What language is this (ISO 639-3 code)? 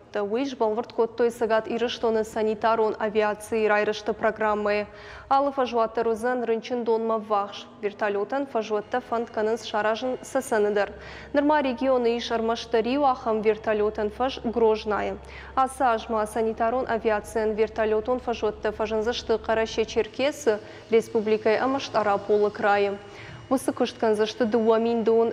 oss